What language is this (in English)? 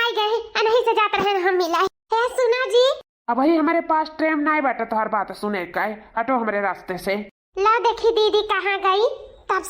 Awadhi